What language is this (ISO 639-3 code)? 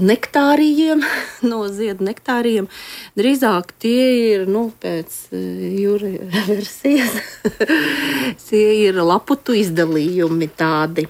lav